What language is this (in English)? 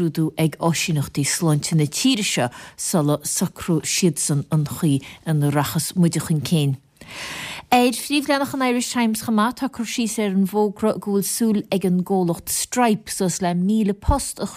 Irish